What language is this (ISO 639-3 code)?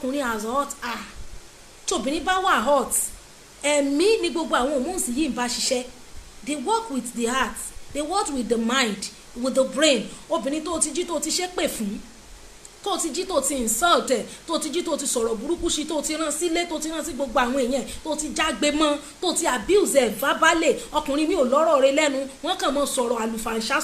yor